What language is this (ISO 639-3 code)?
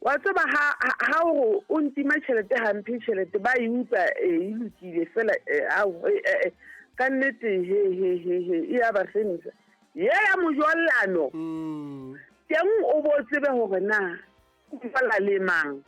sot